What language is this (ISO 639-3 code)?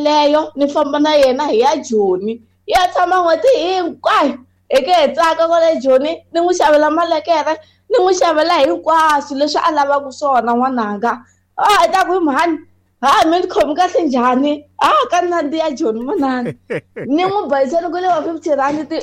tso